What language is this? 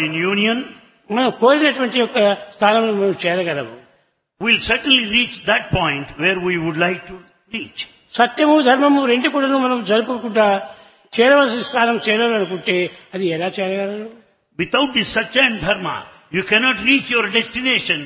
Telugu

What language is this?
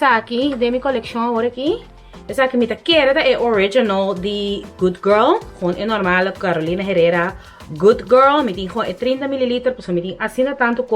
Papiamento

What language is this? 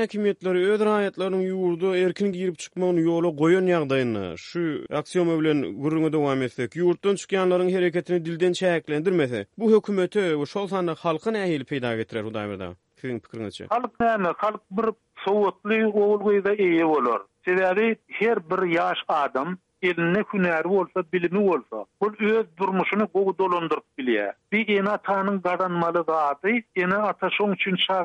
Turkmen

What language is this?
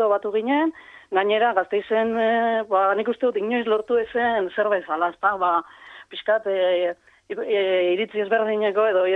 Basque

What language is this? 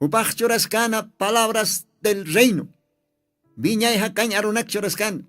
Aymara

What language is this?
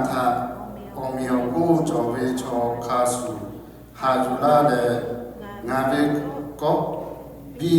Lahu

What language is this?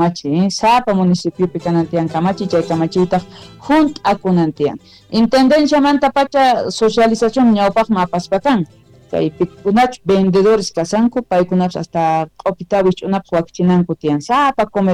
Quechua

